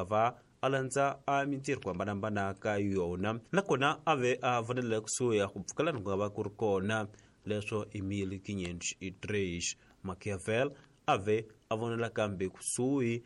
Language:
Tsonga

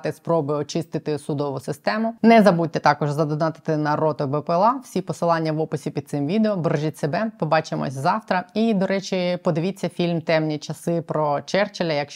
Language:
Ukrainian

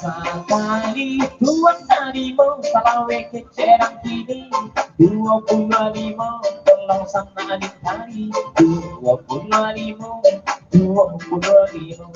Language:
Minangkabau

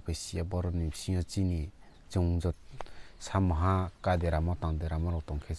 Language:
Riang (India)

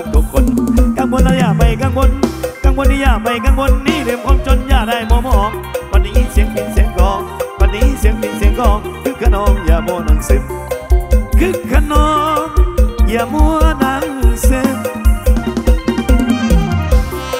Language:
Northeastern Thai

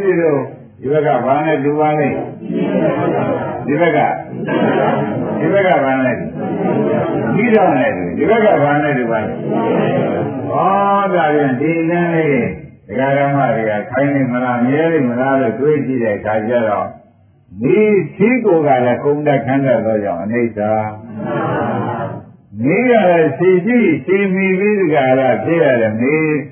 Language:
Burmese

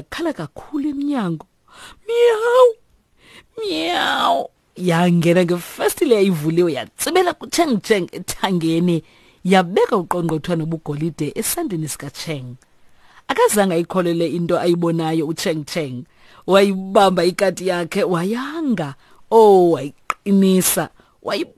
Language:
Xhosa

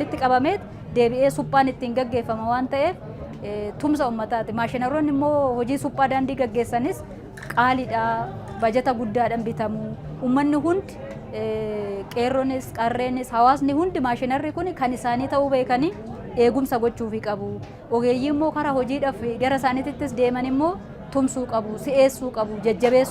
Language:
Oromo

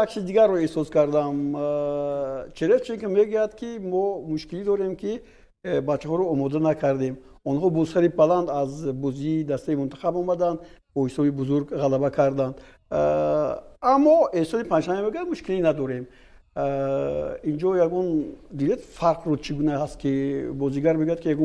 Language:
Tajik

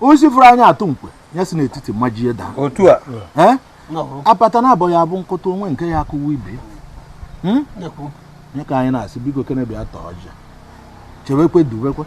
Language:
Igbo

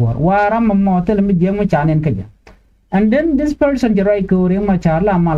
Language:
Nuer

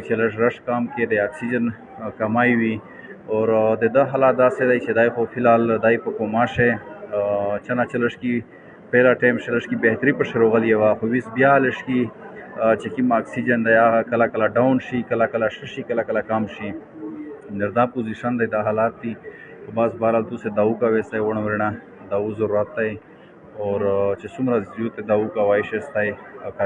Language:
Pashto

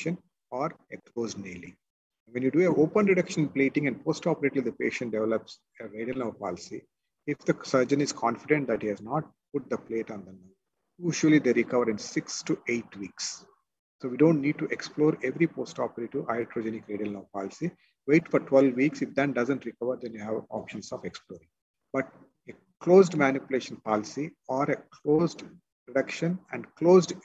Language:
English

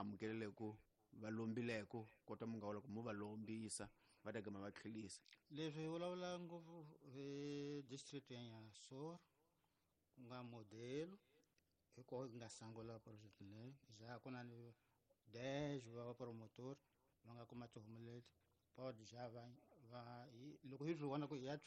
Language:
Tsonga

